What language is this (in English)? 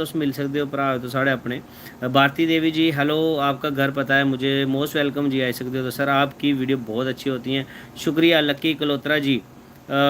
Dogri